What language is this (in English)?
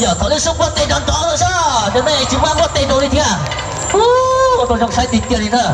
Hmong